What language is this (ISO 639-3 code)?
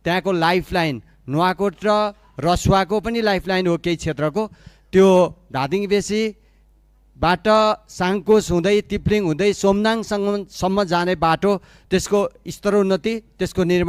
nep